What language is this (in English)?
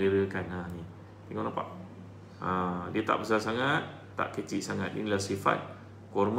Malay